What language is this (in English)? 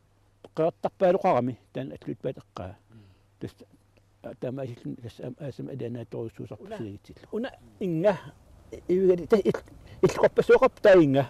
Kalaallisut